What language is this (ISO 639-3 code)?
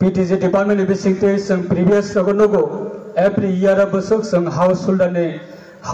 ria